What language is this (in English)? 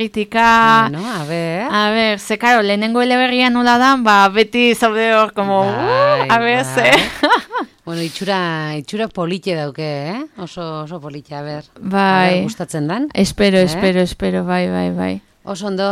Basque